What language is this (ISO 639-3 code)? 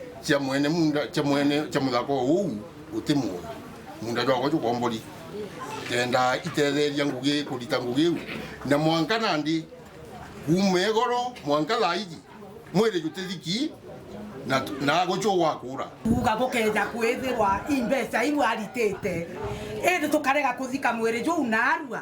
mer